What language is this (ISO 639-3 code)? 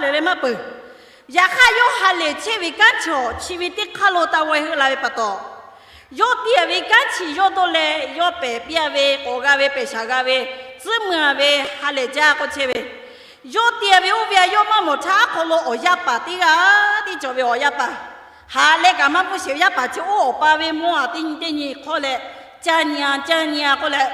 lhu